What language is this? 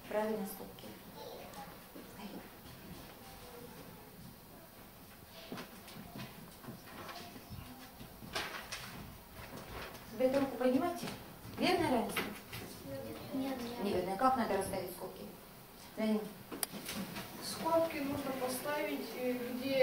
Russian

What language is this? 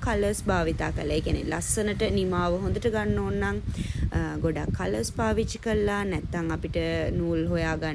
Sinhala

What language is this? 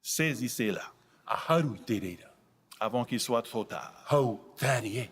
Tahitian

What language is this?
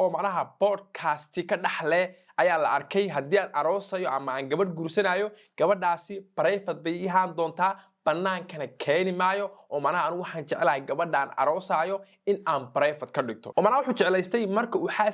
Somali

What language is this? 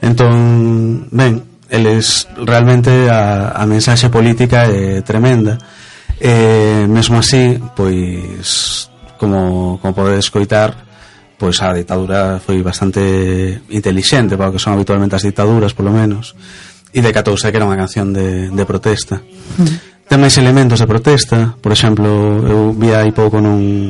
Galician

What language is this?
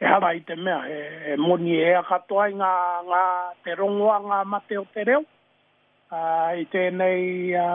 Māori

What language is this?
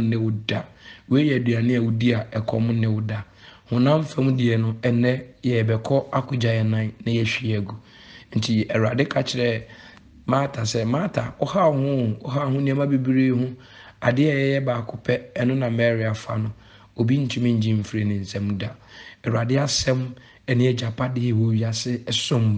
Akan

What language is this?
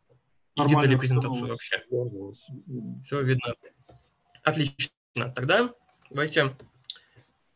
Russian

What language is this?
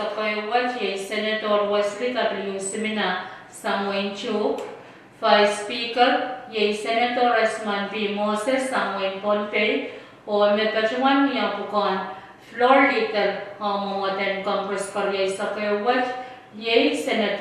Pohnpeian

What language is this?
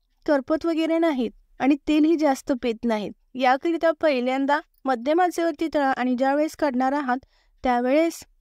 Marathi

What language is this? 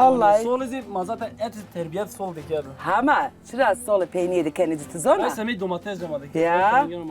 Zaza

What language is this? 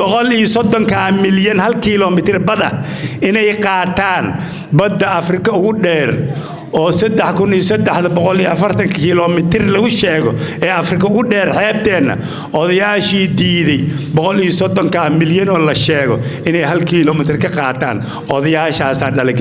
Somali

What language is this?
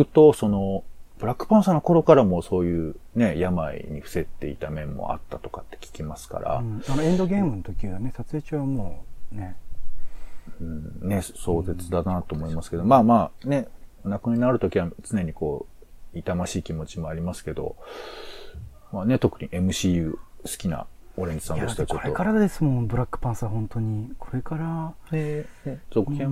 Japanese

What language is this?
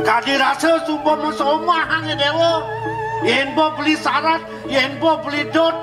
Balinese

